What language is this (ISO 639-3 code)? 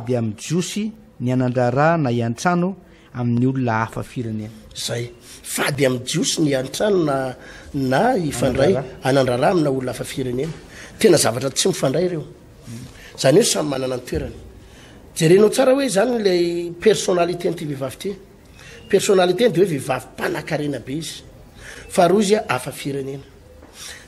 mlg